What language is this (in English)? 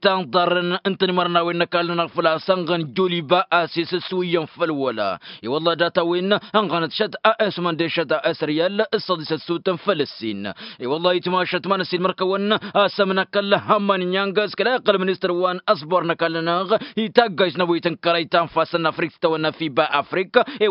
Tamasheq